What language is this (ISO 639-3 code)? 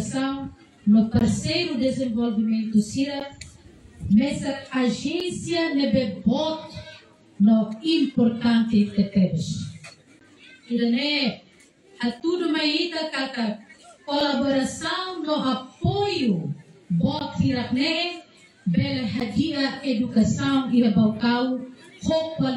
tet